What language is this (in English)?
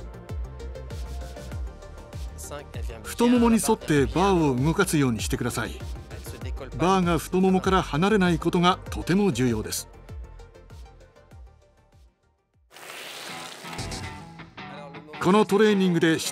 Japanese